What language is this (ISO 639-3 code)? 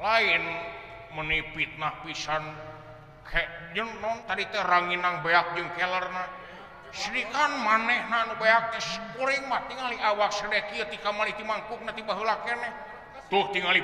sun